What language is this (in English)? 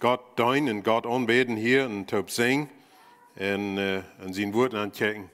Plautdietsch